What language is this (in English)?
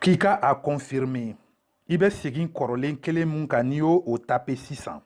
Bambara